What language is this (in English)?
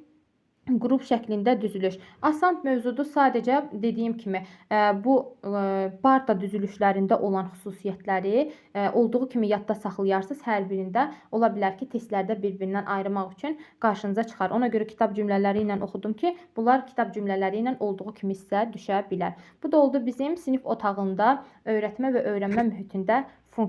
Azerbaijani